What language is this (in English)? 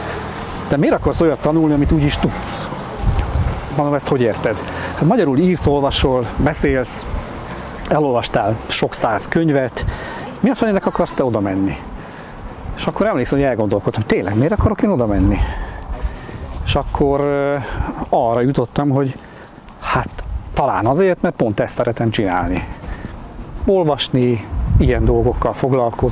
Hungarian